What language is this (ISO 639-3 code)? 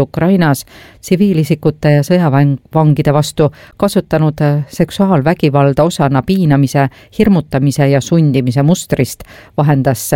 est